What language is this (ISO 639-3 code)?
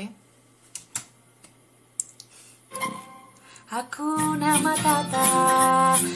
cat